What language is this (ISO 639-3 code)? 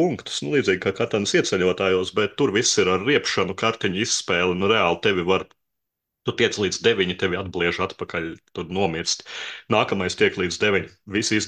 lav